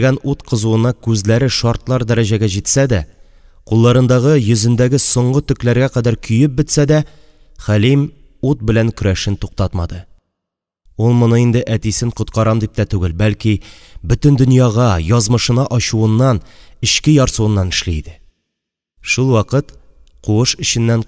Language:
Tatar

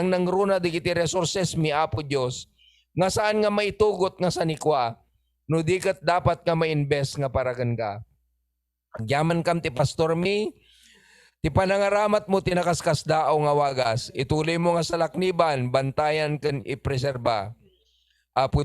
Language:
Iloko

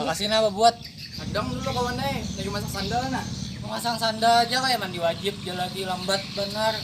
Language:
Banjar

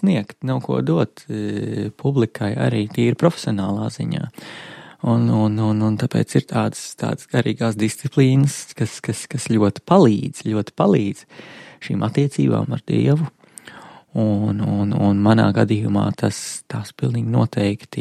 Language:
Latvian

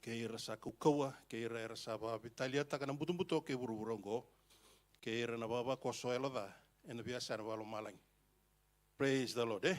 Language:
Fijian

